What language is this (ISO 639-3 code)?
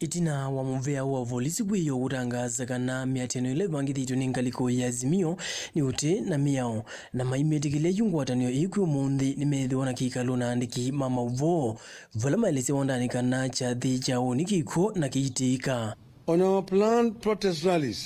kam